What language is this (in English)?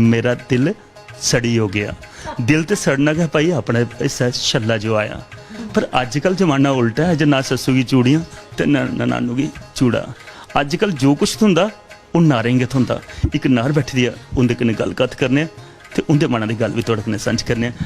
Dogri